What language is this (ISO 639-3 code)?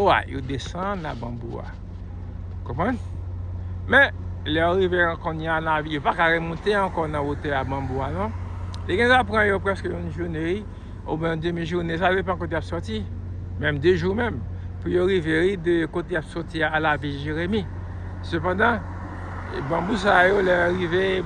hat